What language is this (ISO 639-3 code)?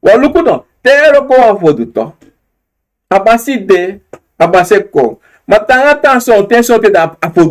srn